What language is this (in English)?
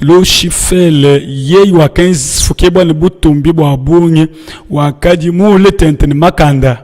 Luba-Lulua